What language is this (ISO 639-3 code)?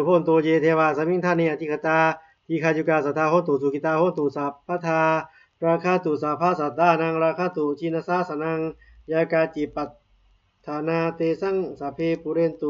pli